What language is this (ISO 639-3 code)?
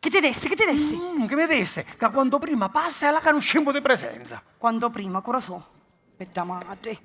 scn